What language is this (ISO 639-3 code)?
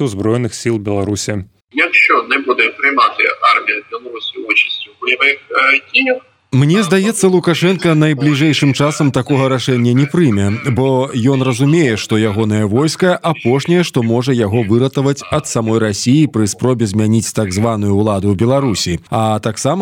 bel